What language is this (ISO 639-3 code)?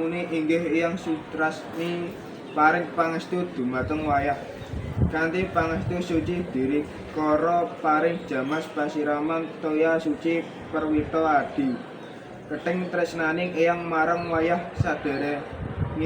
jav